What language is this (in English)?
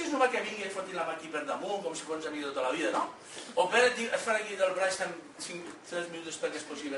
Catalan